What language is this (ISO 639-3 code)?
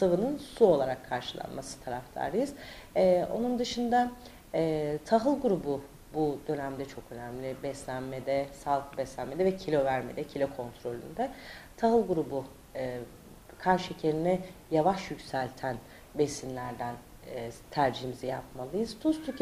tur